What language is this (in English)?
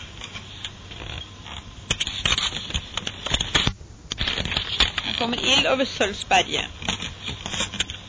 Norwegian